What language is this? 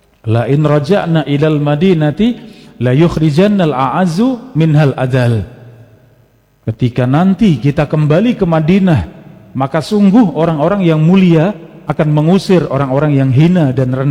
Indonesian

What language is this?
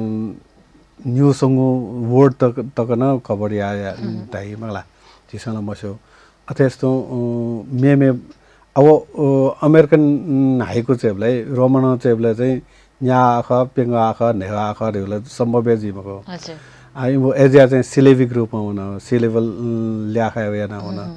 Newari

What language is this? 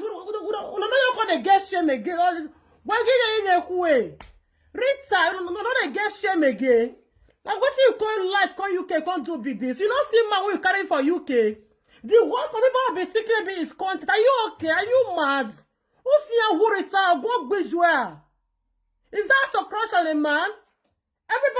Nigerian Pidgin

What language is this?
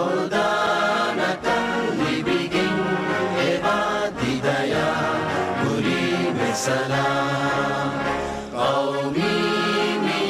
Divehi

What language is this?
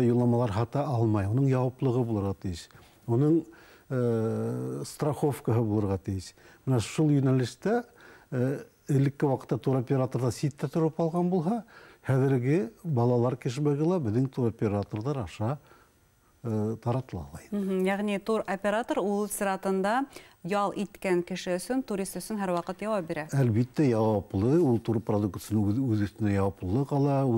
Bashkir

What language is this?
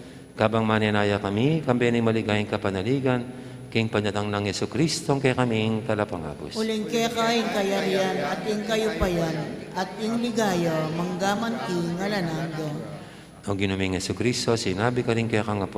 Pampanga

